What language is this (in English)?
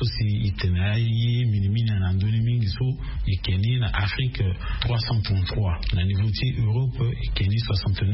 Sango